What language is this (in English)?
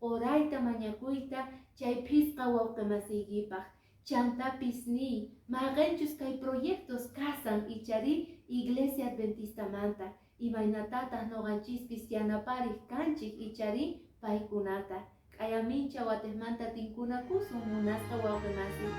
Quechua